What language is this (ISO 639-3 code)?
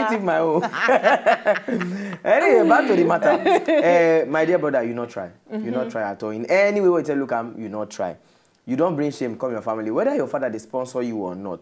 pcm